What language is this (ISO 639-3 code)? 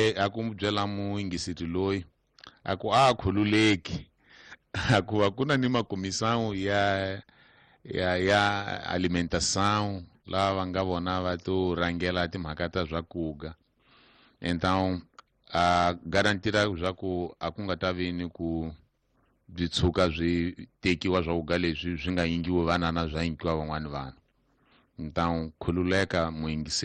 tso